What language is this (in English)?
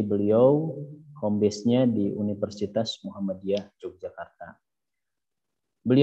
Indonesian